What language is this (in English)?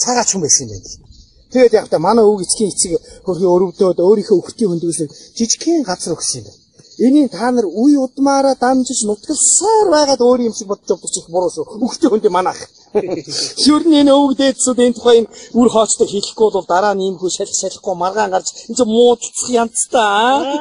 Mongolian